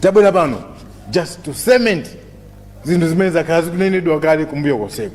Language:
Nyanja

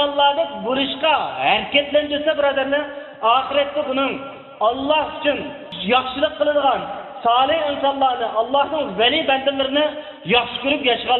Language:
Uyghur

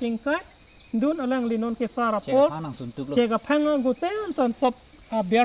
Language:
Karbi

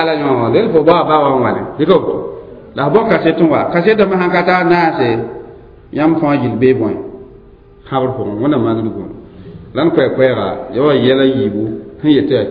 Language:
Mossi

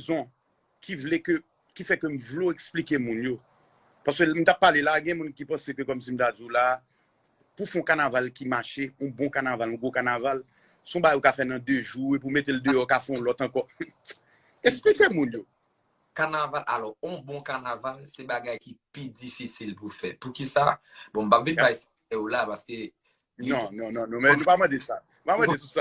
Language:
Haitian Creole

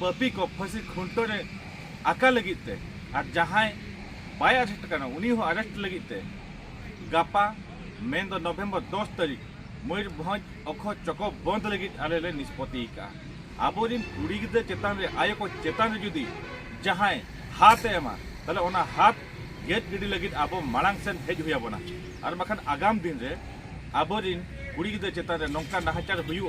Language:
Santali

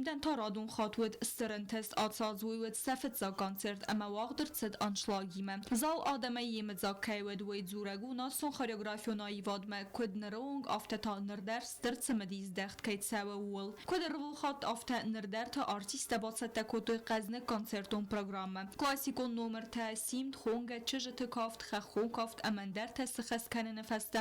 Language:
Ossetic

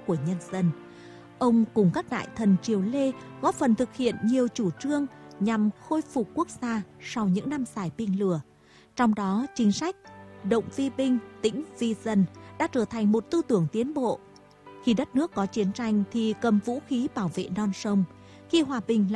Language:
Vietnamese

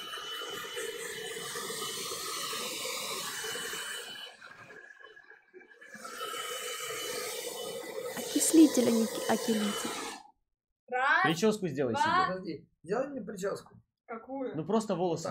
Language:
Russian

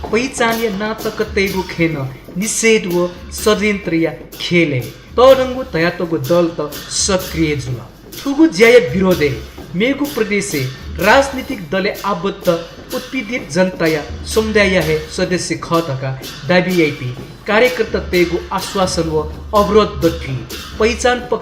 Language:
Newari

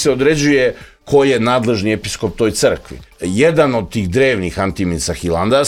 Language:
Serbian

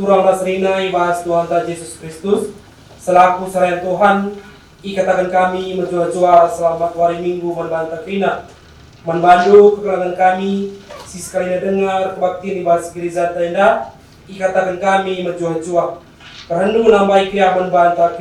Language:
Batak Karo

